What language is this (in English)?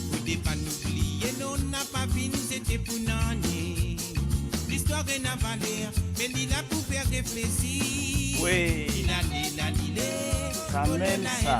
Morisyen